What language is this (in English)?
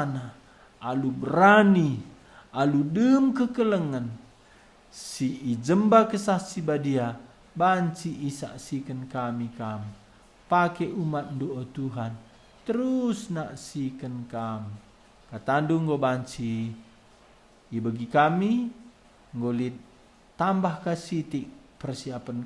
Batak Karo